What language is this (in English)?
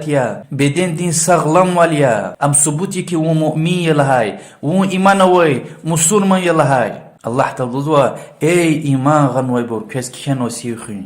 Lezghian